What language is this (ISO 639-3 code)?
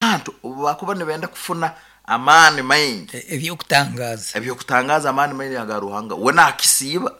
nyn